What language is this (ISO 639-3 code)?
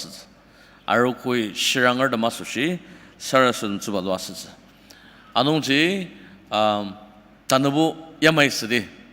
njo